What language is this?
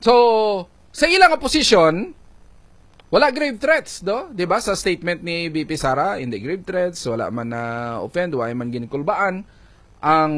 Hiligaynon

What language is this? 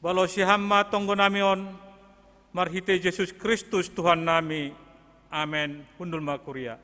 Batak Simalungun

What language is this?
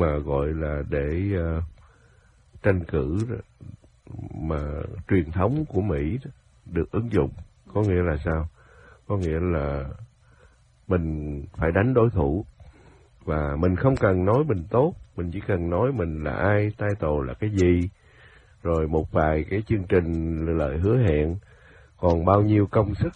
Vietnamese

